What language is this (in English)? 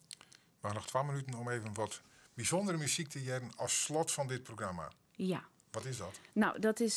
Western Frisian